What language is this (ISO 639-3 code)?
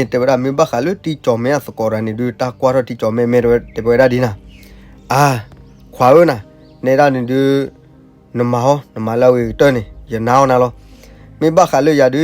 ksw